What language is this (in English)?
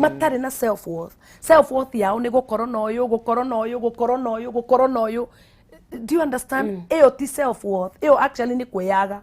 Kikuyu